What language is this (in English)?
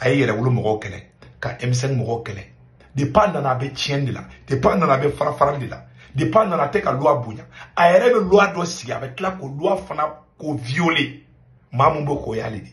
Bambara